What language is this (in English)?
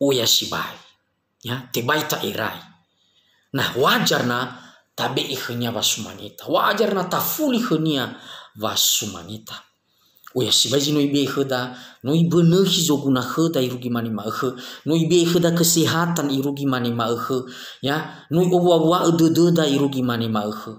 Nias